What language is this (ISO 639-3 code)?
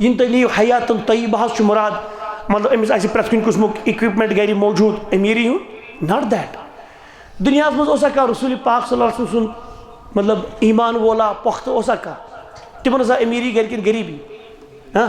kas